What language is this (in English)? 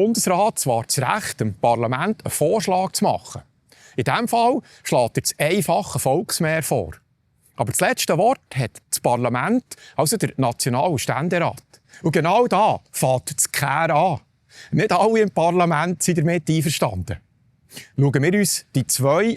Swiss German